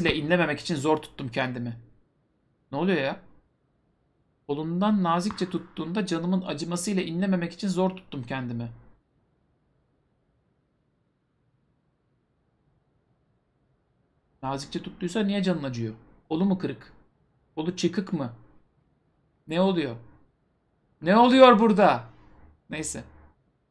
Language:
Turkish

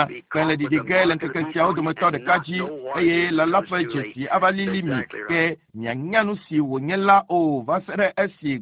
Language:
Ewe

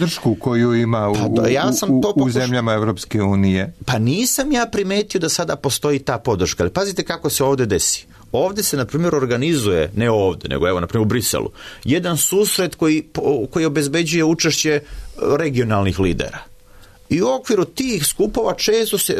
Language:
Serbian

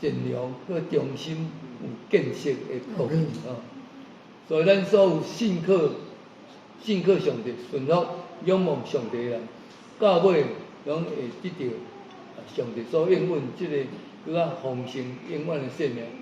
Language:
Min Nan Chinese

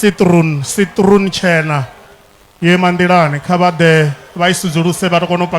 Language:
Venda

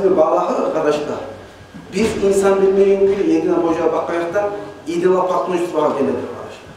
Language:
Kumyk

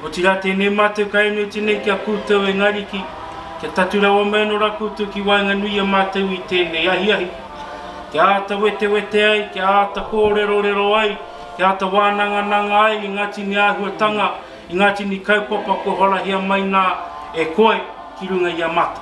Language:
Māori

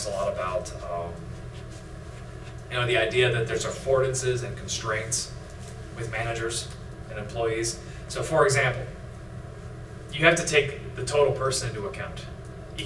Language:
English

